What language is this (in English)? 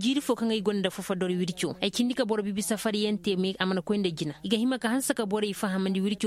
Koyraboro Senni